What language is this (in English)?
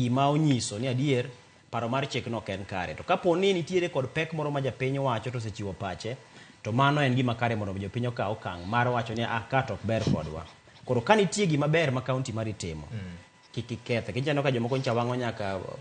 Luo (Kenya and Tanzania)